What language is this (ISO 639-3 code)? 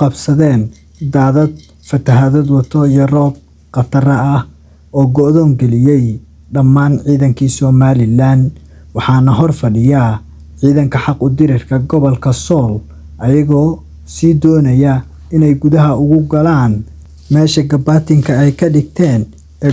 som